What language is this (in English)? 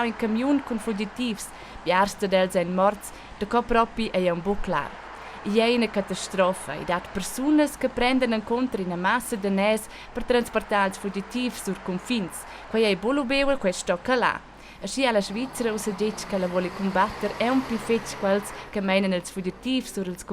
Romansh